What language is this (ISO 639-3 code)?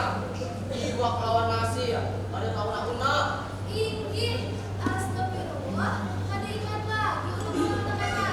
bjn